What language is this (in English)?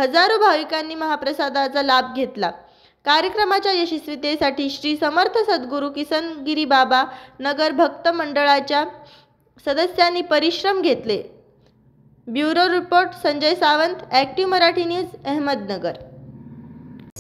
Marathi